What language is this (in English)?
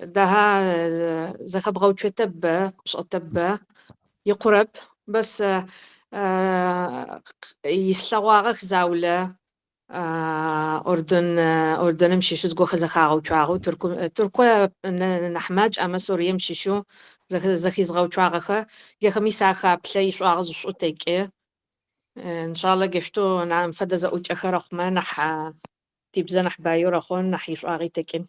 Adyghe